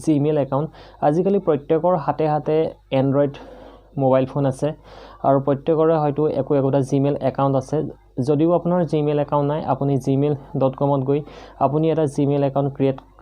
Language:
Assamese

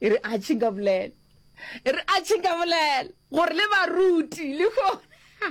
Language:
Northern Sotho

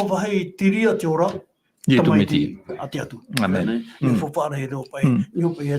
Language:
Tahitian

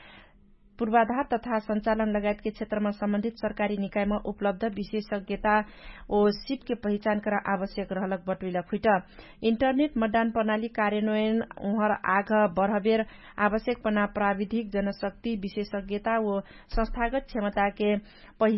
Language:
Dangaura Tharu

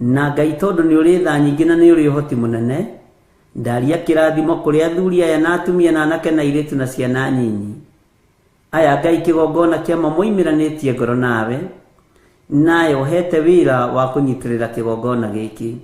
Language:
Kikuyu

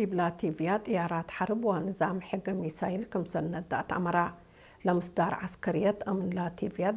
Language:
Tigre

